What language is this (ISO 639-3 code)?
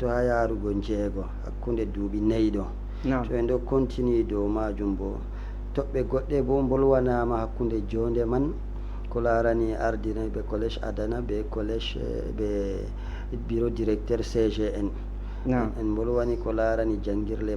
ful